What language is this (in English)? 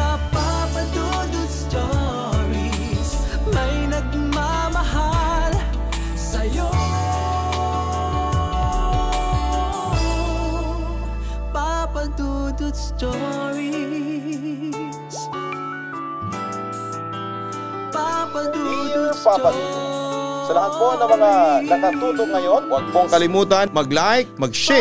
Filipino